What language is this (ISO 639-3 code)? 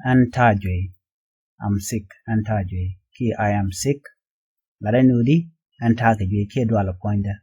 nus